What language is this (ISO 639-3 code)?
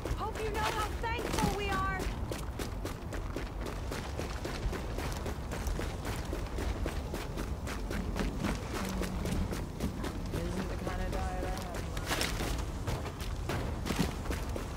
eng